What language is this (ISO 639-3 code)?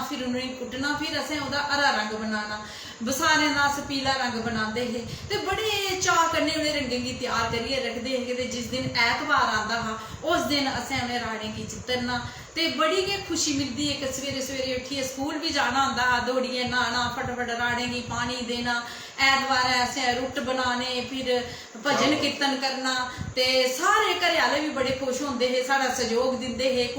doi